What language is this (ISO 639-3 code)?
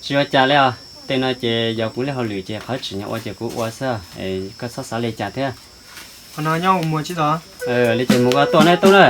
hmn